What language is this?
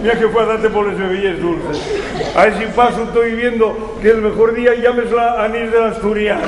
Asturian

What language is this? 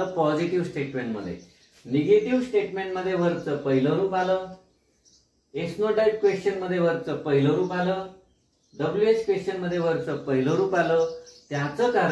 Marathi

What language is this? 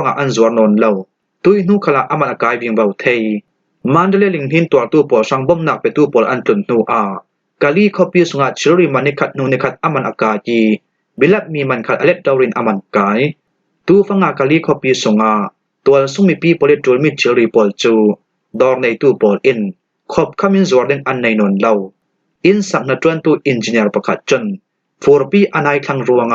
Falam Chin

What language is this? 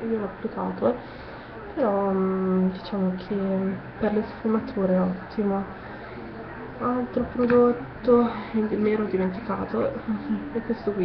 Italian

